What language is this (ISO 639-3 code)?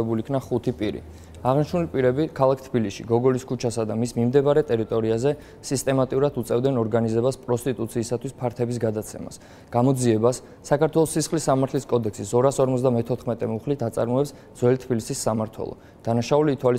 kat